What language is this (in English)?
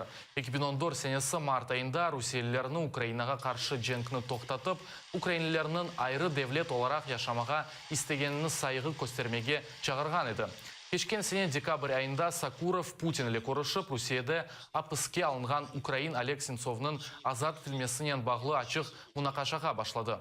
Crimean Tatar